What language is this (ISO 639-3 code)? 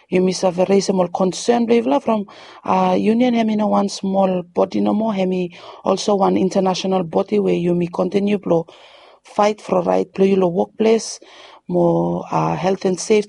bis